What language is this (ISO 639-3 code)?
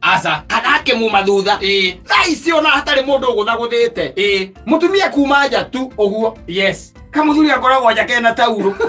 kik